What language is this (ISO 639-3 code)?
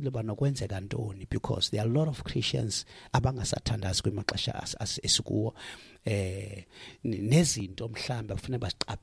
xho